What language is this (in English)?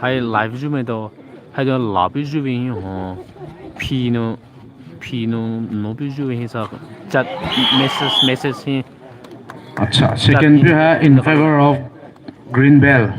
Poumei Naga